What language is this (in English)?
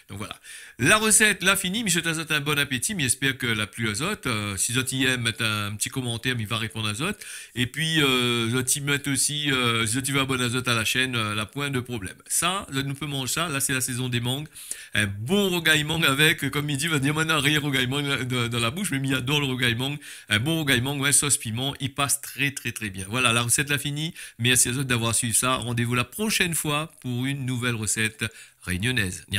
Réunion Creole French